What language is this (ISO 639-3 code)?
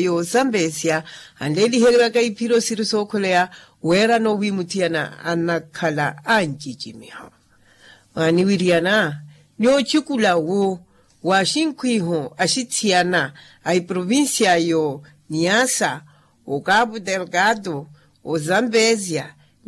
vmw